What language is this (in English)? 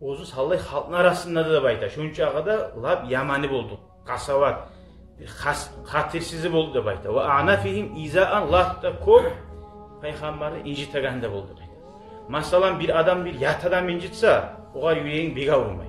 Kumyk